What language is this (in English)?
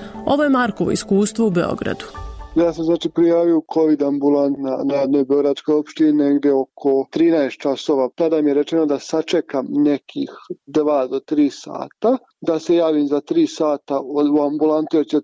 Serbian